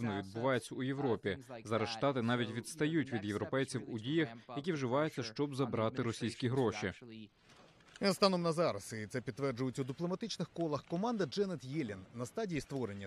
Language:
Ukrainian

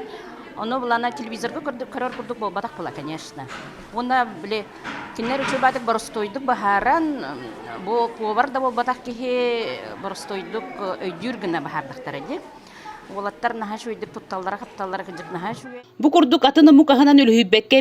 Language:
Yakut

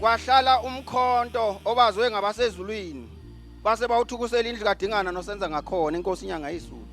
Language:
Zulu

